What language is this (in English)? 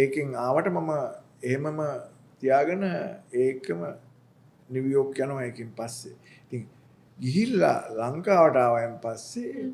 Sinhala